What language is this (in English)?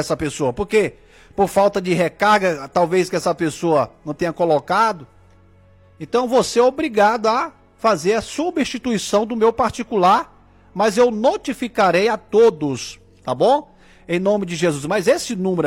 Portuguese